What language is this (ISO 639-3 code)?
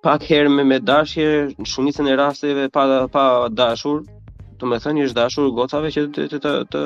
sqi